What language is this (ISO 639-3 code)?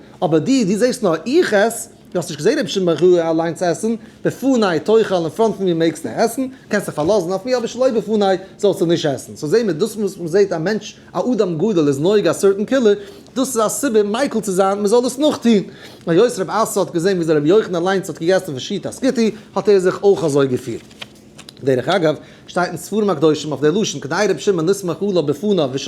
yid